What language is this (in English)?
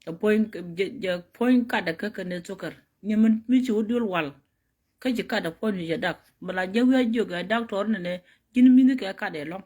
Nuer